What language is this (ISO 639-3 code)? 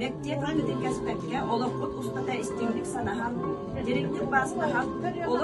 sah